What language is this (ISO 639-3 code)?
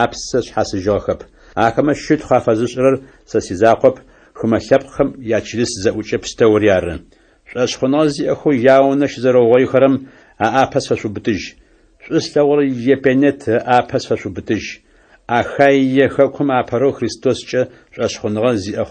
ady